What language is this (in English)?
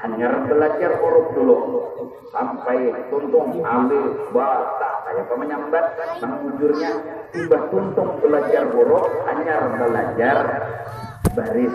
Banjar